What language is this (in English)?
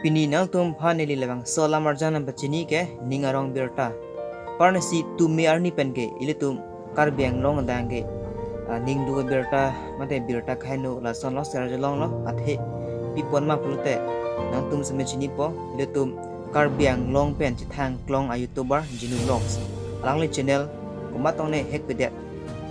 Karbi